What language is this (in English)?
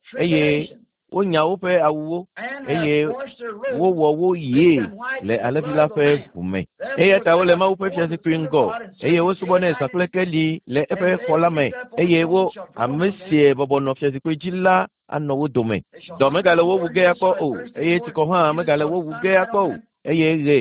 Ewe